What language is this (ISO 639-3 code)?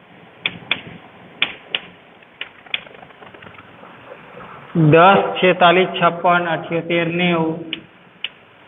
guj